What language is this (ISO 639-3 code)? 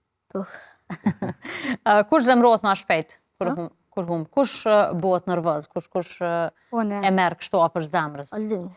sqi